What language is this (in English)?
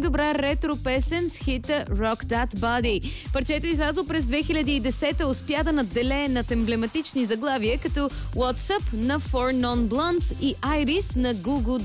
Bulgarian